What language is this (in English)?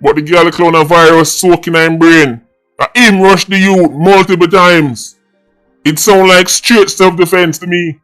Jamaican Creole English